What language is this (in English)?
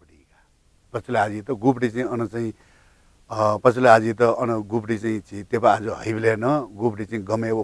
Newari